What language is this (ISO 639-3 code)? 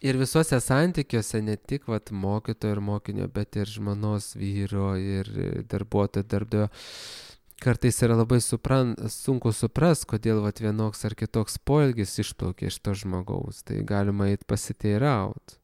lit